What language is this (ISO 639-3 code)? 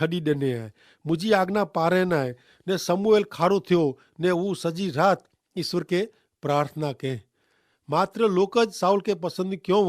kfr